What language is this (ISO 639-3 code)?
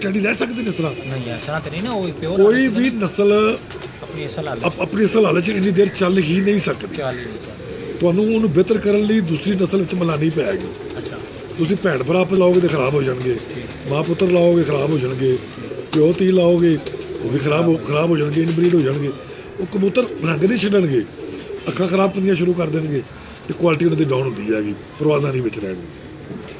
pan